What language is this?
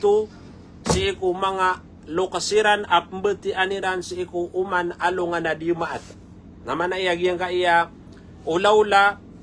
Maranao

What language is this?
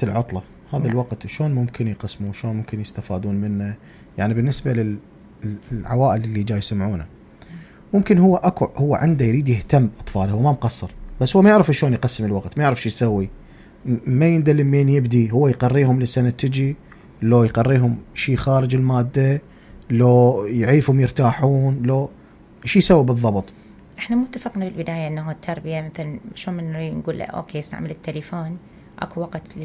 Mesopotamian Arabic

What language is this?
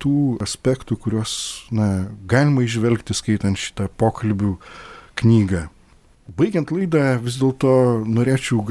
Lithuanian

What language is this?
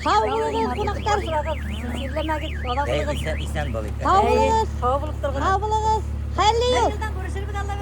Bashkir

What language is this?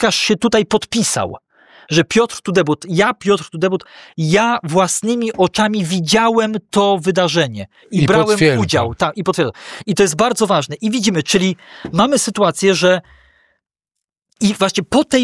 Polish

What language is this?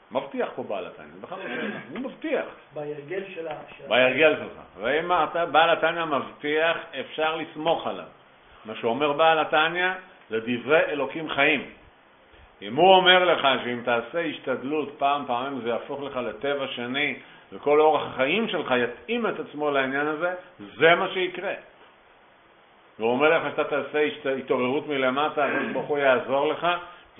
Hebrew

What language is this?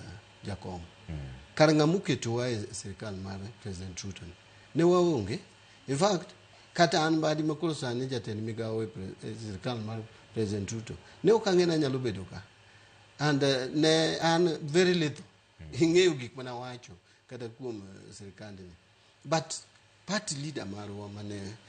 Luo (Kenya and Tanzania)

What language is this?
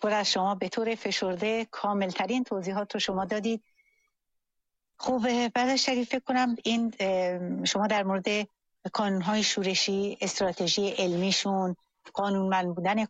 Persian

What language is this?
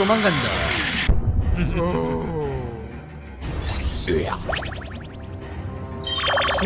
Korean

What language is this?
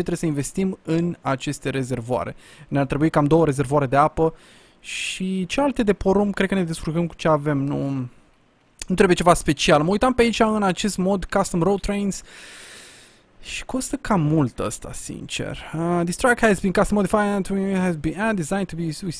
Romanian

